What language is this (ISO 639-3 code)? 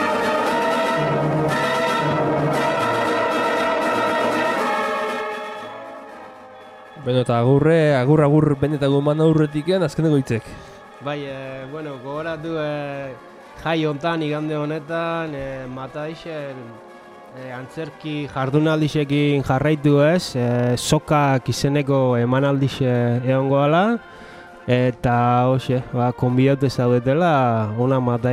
eus